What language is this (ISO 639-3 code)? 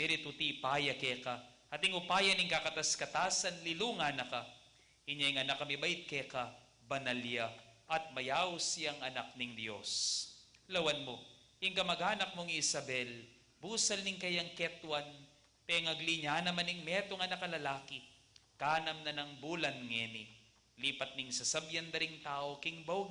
pam